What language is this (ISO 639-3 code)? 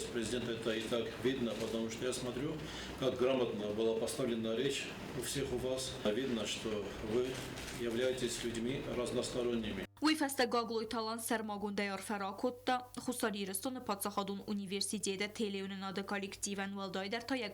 oss